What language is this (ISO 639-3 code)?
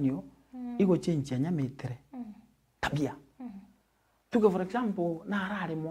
mer